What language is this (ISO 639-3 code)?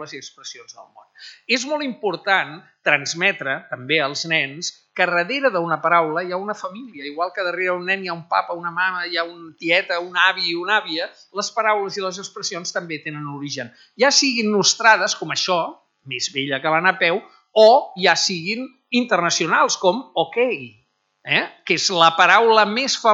cat